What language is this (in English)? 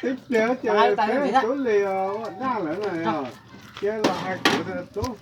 Hmong